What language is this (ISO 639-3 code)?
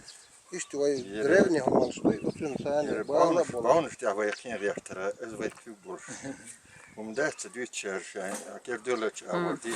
che